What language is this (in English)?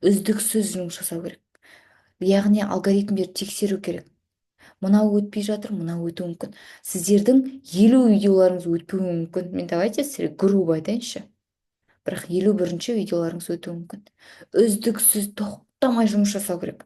Kazakh